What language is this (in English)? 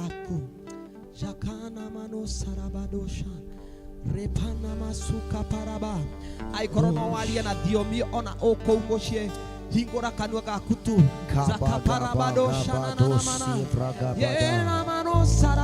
Kikuyu